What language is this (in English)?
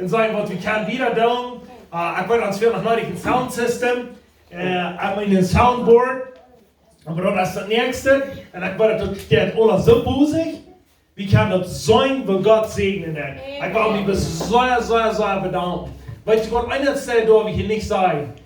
Plautdietsch